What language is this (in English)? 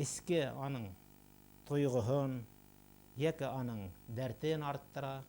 Bashkir